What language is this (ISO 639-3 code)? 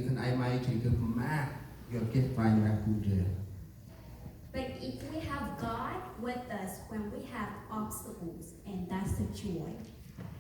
cmo